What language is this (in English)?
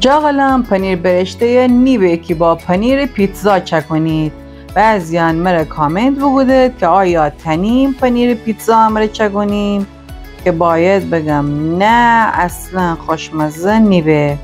Gilaki